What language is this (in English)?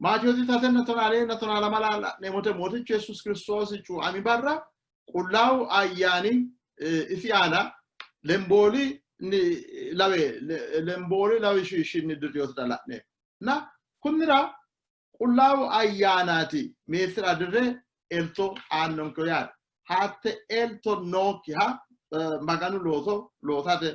Sidamo